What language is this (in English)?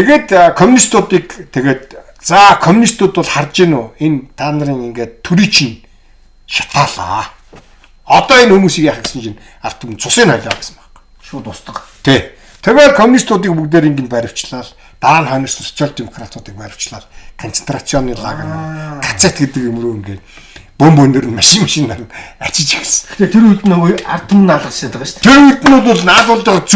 Mongolian